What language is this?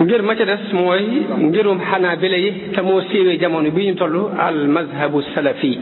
Wolof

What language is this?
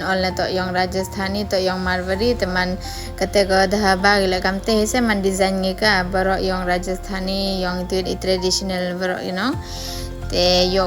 Pnar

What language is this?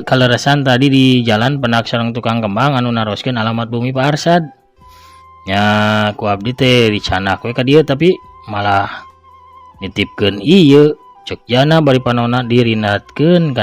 Sundanese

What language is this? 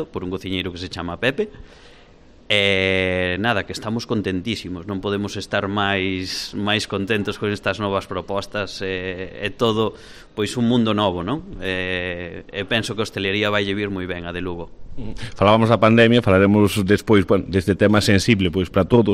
Galician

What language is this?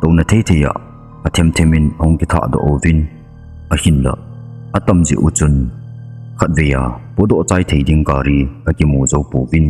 Thado Chin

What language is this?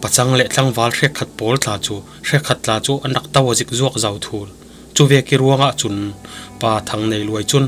Falam Chin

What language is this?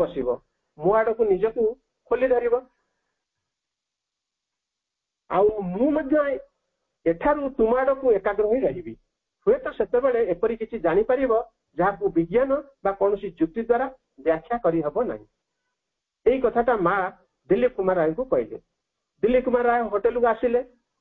Odia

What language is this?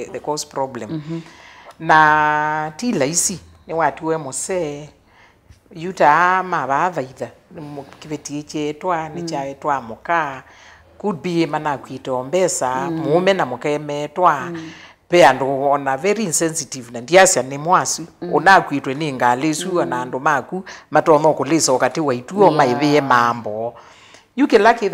Kamba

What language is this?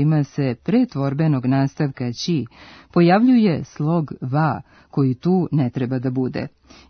Serbian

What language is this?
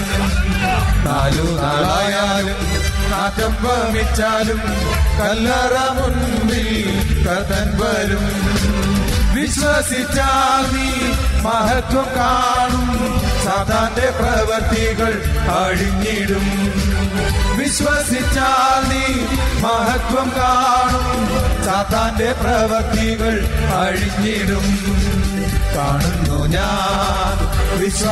Malayalam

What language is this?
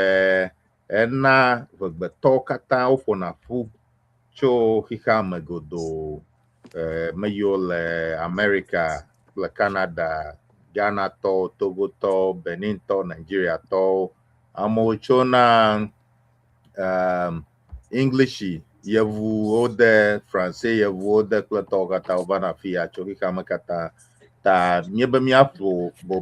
Ewe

